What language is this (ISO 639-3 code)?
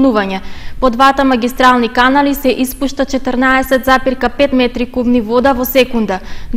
mkd